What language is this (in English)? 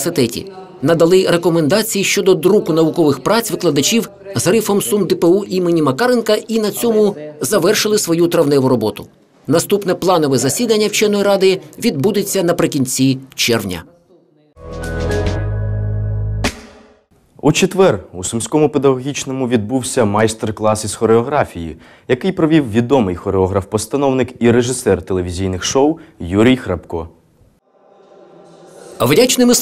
Ukrainian